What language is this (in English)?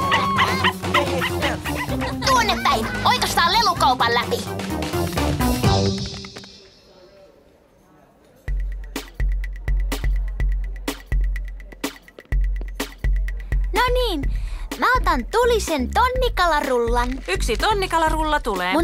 Finnish